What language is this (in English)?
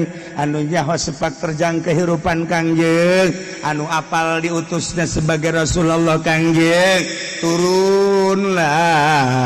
Sundanese